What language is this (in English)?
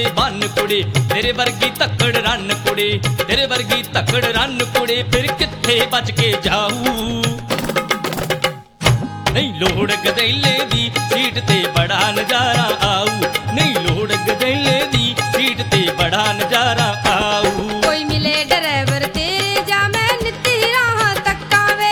Punjabi